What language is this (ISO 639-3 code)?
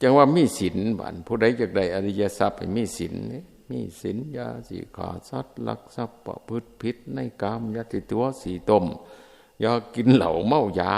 tts